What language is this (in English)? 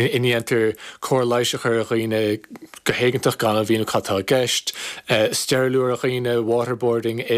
Irish